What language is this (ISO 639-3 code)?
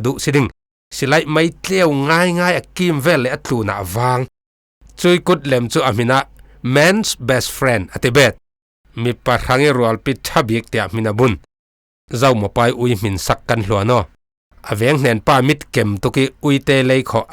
cfm